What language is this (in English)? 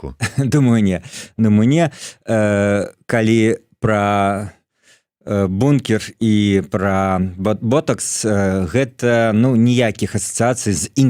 Belarusian